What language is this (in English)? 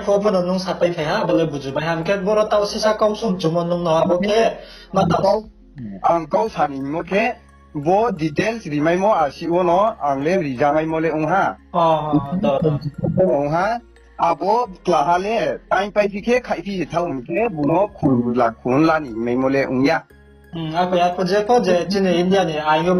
Riang (India)